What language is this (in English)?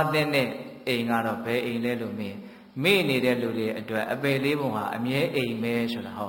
Burmese